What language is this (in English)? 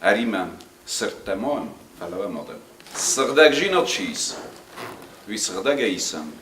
Ossetic